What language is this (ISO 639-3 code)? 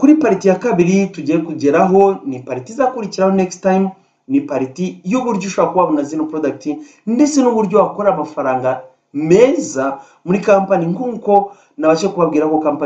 kin